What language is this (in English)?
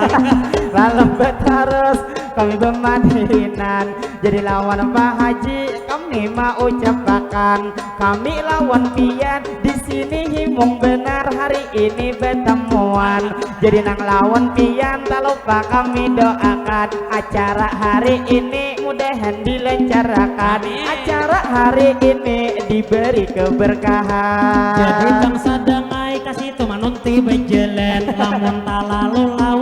Banjar